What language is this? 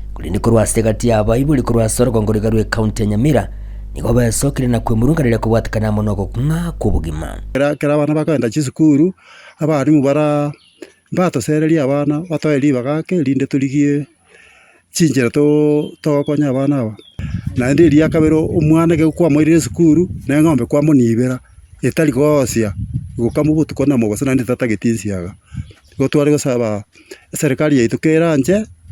Gusii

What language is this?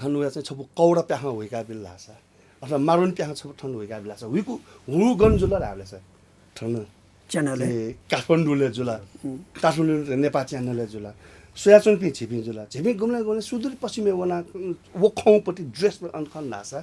Newari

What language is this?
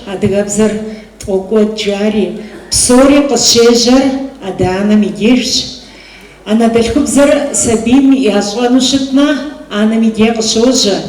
Kabardian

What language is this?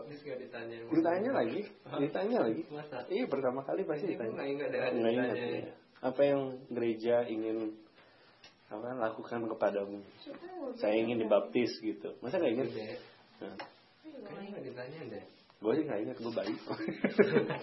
Indonesian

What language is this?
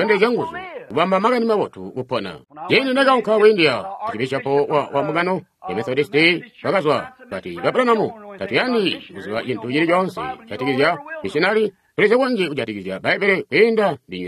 Tonga (Zambia)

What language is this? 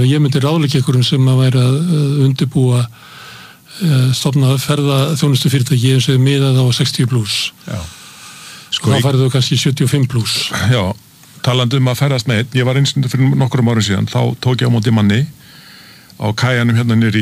Icelandic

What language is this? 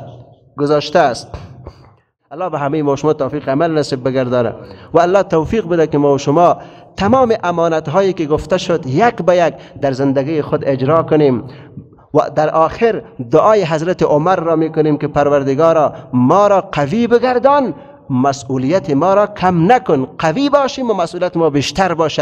Persian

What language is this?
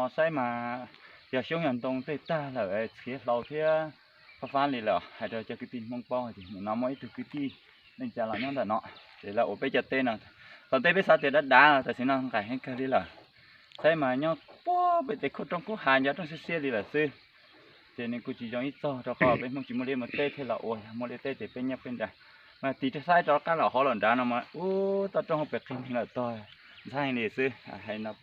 Hmong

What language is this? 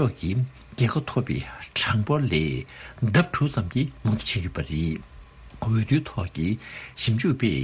Tibetan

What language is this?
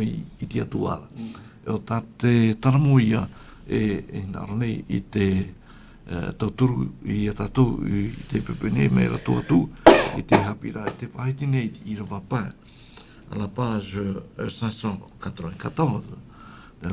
Tahitian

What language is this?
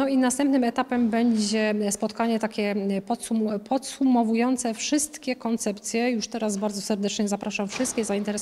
Polish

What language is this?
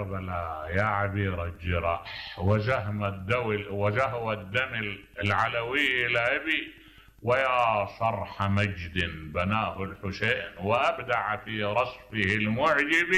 Mesopotamian Arabic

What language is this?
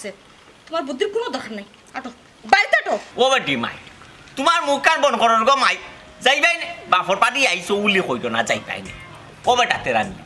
Sylheti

